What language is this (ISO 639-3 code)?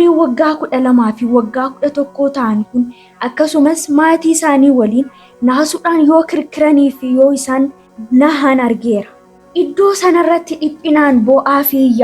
orm